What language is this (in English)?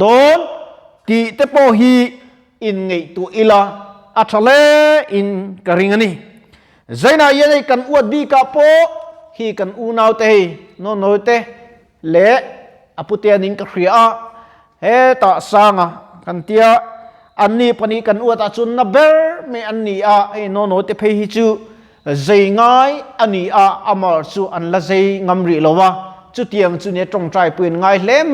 Mizo